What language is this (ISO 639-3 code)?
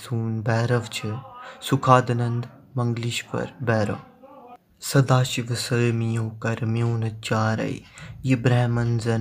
kas